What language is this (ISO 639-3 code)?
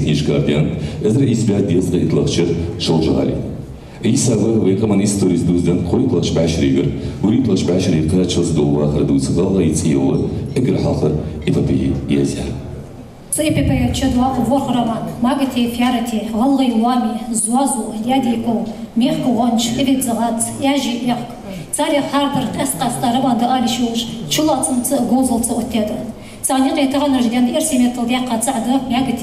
inh